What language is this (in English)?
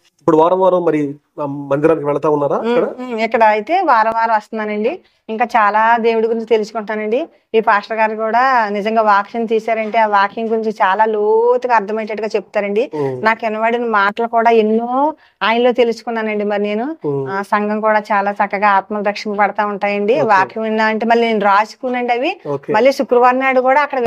Telugu